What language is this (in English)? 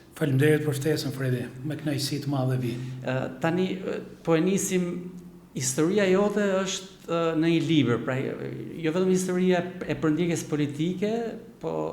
Albanian